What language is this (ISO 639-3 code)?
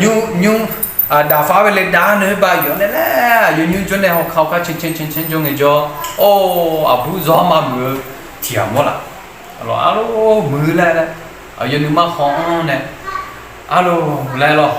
ahk